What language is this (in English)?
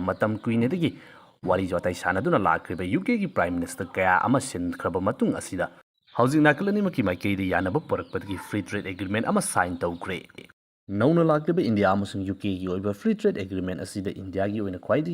Manipuri